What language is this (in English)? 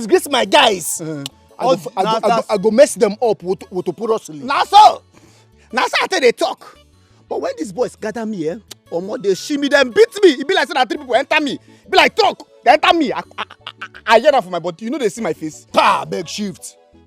Nigerian Pidgin